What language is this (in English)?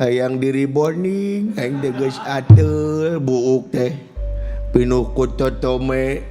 Sundanese